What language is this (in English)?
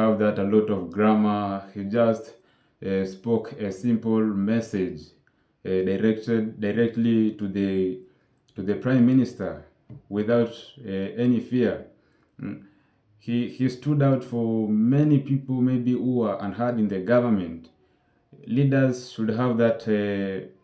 Jamaican Creole English